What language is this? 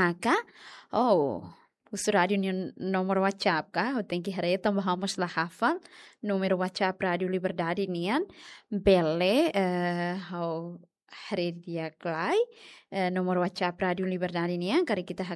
Tetum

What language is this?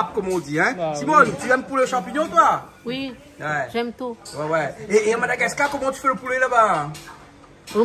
Réunion Creole French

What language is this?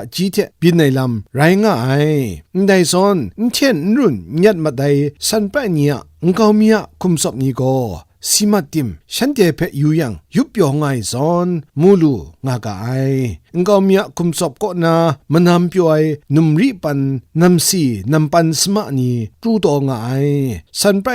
Kachin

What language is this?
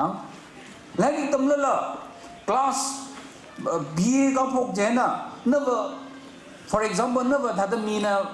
Tangkhul Naga (India)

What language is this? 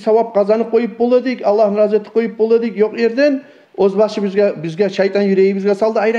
Kumyk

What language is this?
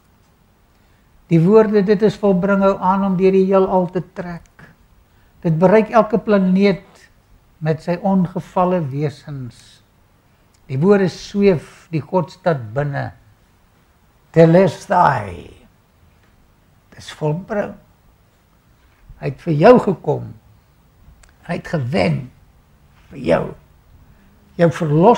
Afrikaans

